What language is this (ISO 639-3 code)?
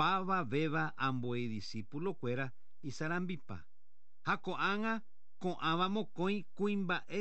grn